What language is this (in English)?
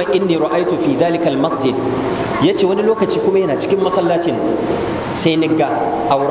Hausa